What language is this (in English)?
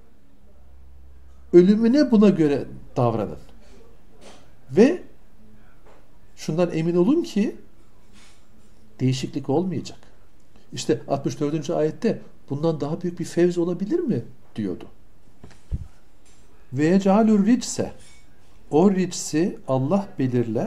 Turkish